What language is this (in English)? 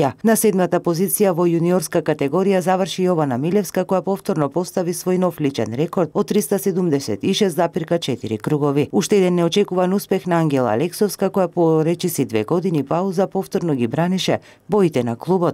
Macedonian